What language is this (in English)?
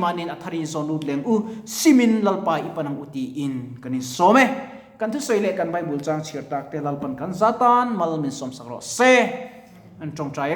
Mizo